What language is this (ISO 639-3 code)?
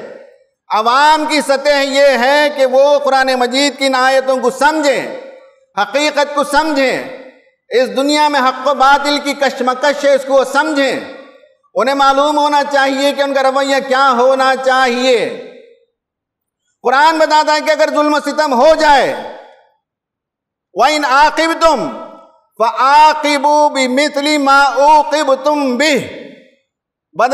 urd